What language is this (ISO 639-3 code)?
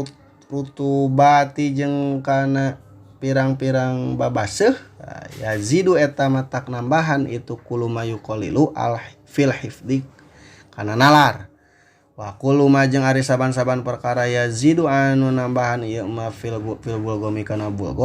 sun